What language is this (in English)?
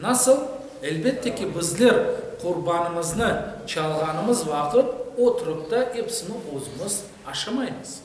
Crimean Tatar